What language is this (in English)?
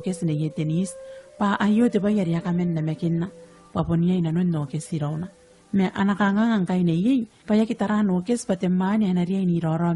Gilbertese